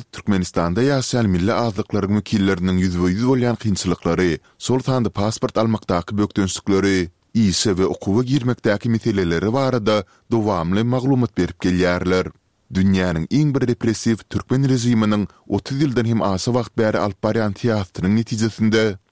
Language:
Turkmen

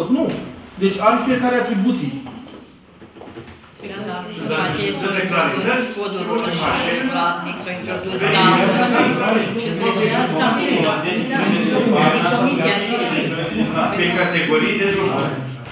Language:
Romanian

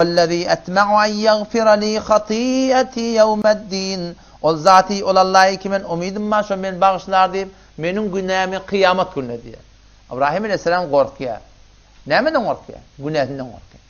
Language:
Turkmen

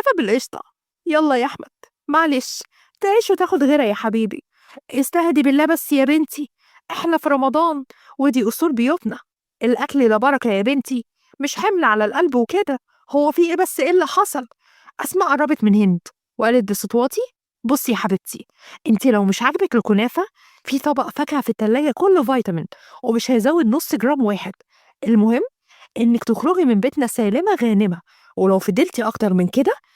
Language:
Egyptian Arabic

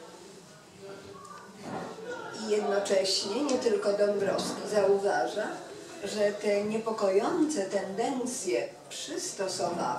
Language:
Polish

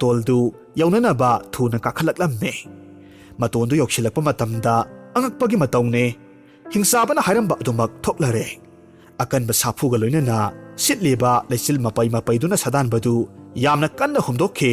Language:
Manipuri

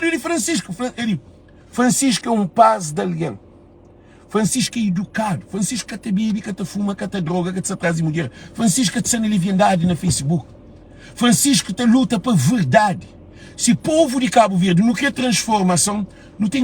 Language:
Kabuverdianu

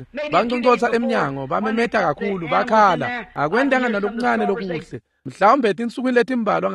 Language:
Swati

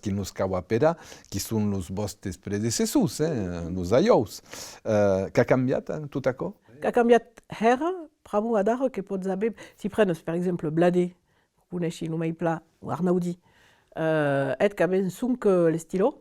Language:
Occitan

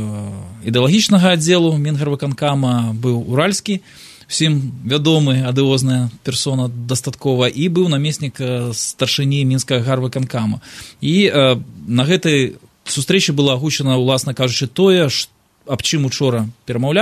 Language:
Belarusian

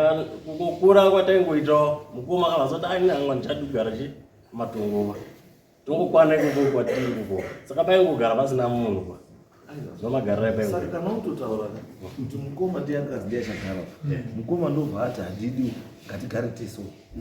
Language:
Shona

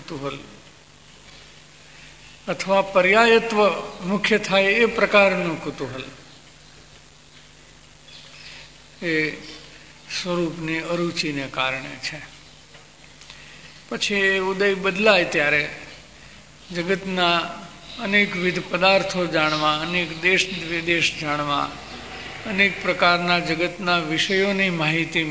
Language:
Gujarati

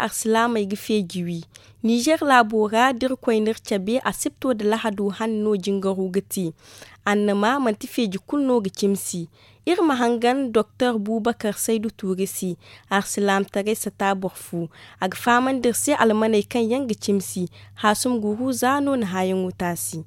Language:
Zarma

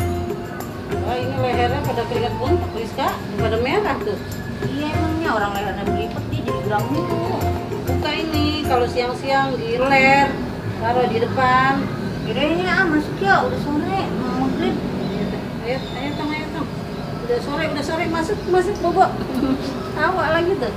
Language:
Betawi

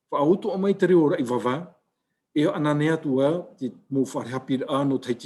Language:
Tahitian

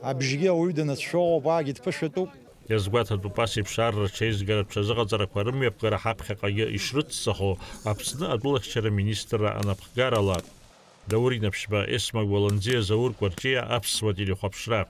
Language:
Abkhazian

